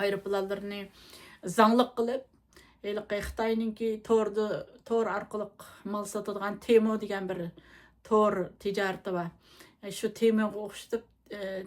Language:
Uyghur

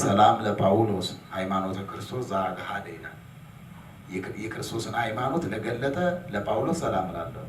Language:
Amharic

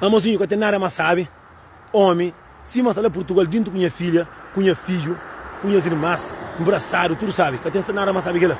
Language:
Kabuverdianu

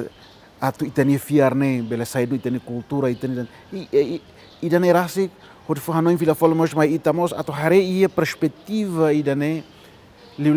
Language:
Tetum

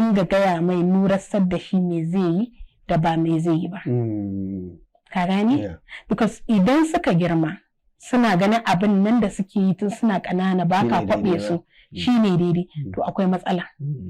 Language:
Hausa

